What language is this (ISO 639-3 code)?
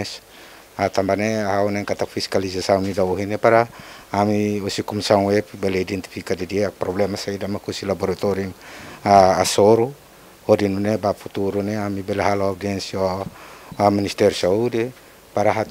tet